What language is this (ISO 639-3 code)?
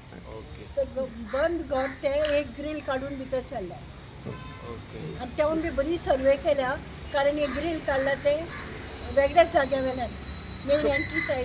kok